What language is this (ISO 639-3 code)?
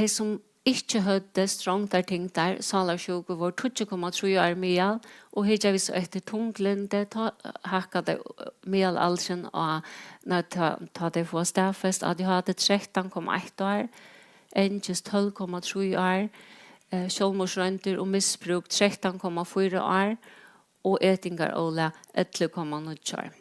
fao